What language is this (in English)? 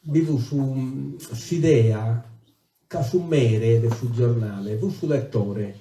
Sardinian